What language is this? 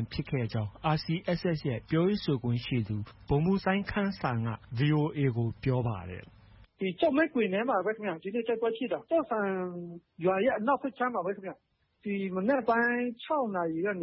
Burmese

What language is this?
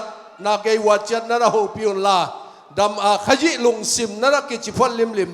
Tedim Chin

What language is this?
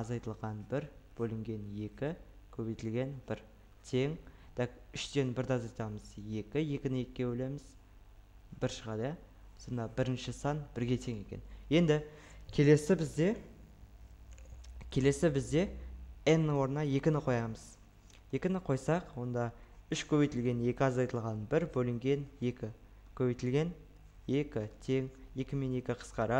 Kazakh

